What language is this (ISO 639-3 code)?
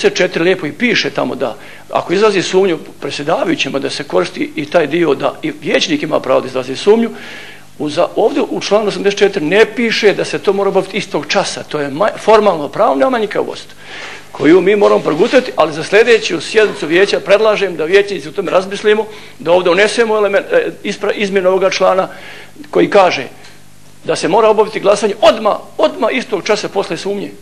bos